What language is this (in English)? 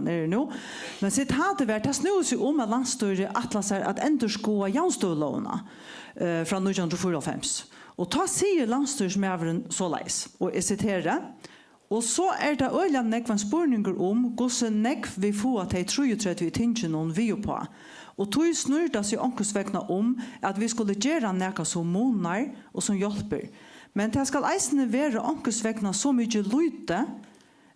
Faroese